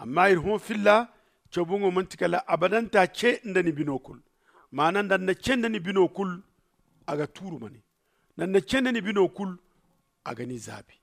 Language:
Zarma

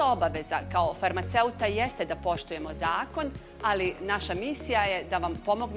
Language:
Bosnian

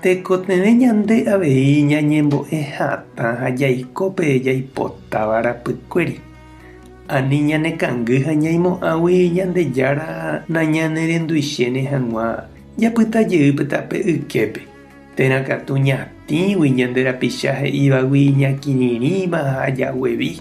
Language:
Guarani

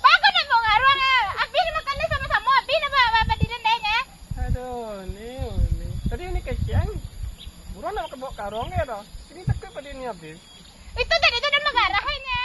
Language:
Minangkabau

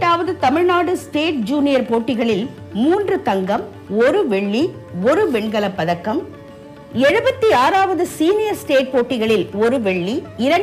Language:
Tamil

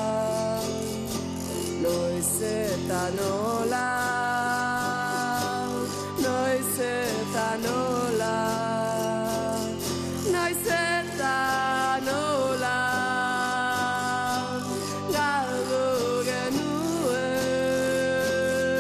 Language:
Basque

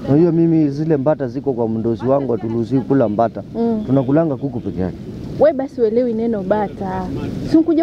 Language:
Swahili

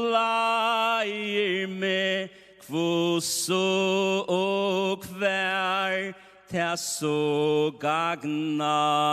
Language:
Faroese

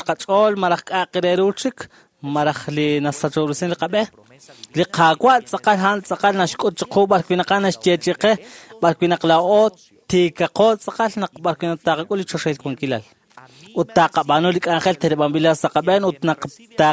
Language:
Kekchí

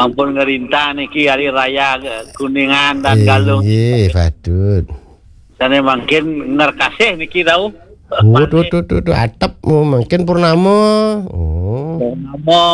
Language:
Balinese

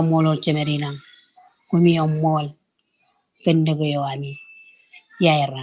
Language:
Marshallese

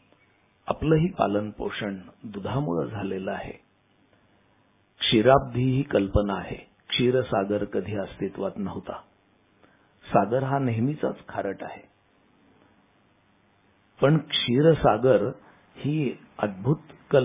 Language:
Marathi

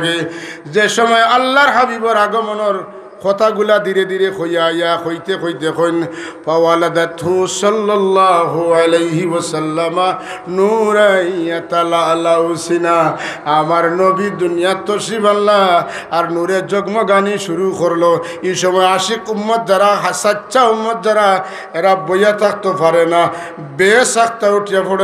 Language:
Sylheti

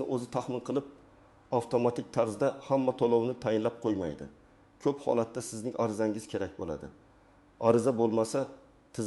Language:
Uzbek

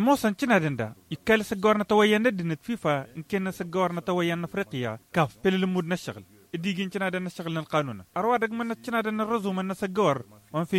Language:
Tamasheq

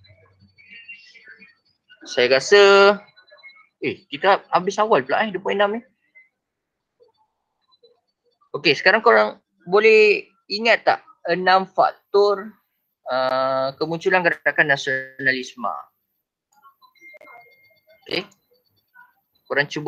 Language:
Malay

